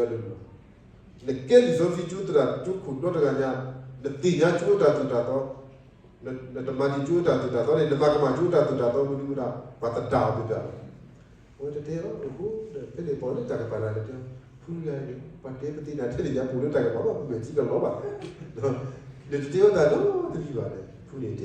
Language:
S'gaw Karen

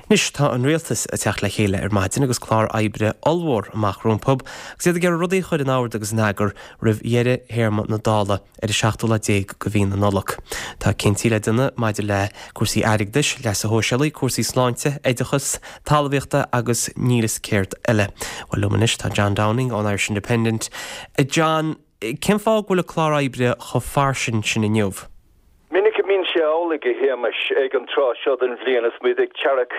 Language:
Irish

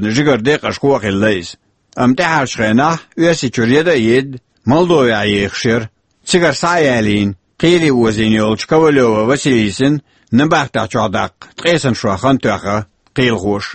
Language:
Chechen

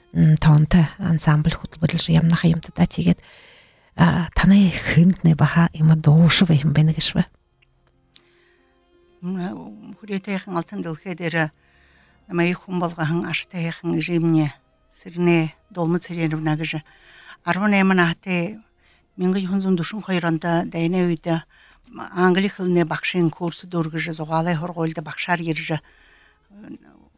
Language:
Buriat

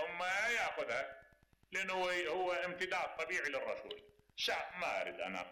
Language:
Mesopotamian Arabic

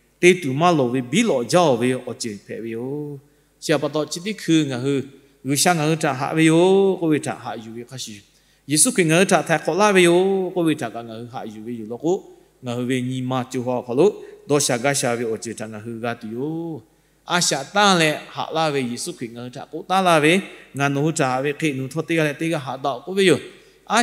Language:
Lahu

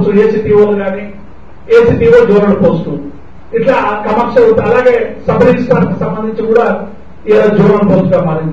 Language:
Telugu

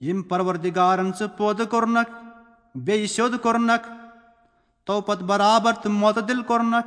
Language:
Kashmiri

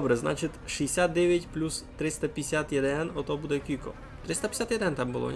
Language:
Rusyn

